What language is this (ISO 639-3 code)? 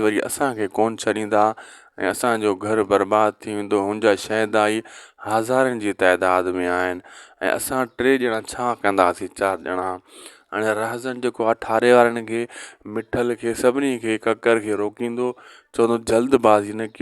snd